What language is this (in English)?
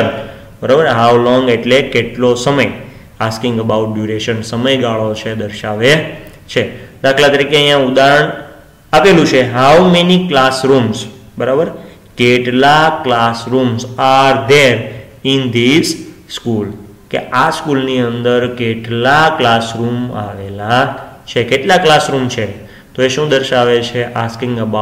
Gujarati